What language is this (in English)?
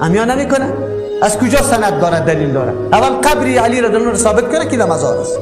Persian